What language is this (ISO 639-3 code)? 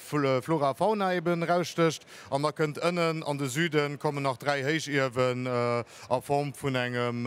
ltz